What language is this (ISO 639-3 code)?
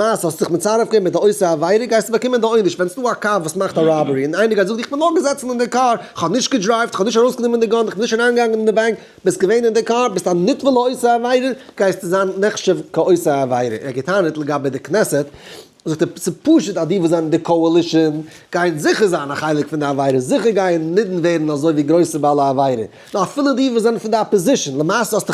yid